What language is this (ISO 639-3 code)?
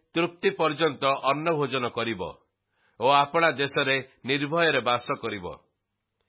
ori